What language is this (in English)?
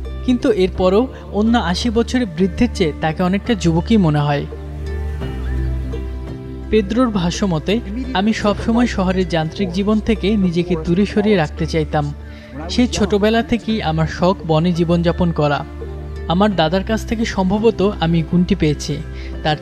Bangla